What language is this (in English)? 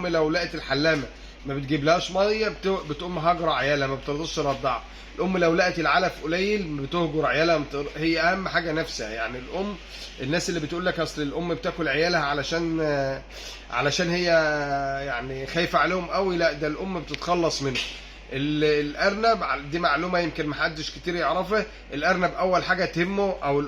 Egyptian Arabic